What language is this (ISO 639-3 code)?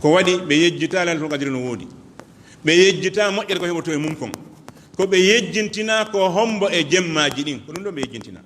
ful